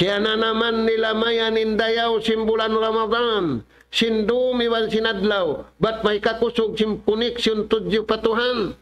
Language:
Tausug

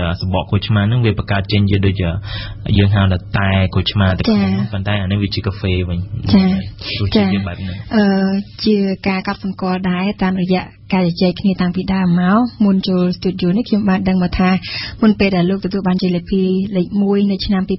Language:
Khmer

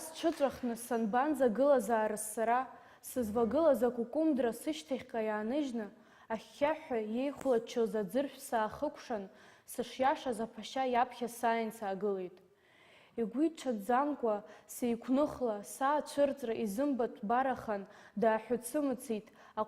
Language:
Abkhazian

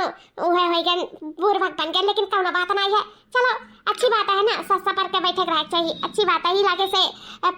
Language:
Awadhi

